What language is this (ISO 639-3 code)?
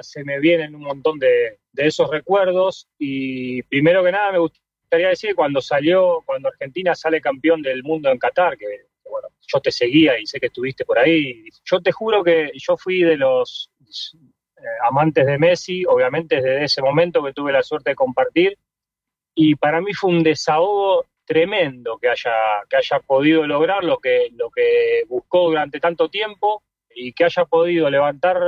spa